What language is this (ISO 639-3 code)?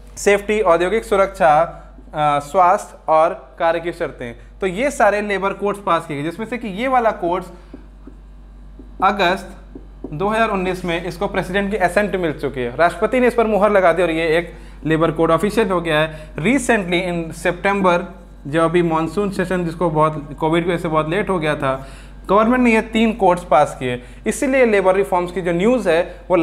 hin